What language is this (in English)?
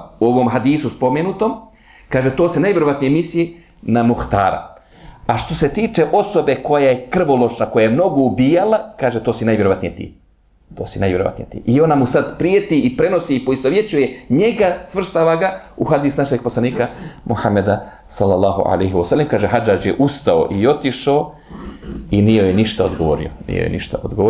Bosnian